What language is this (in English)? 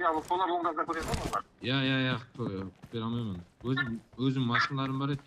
Kara-Kalpak